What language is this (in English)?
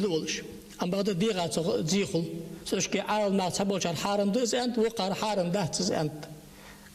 Ingush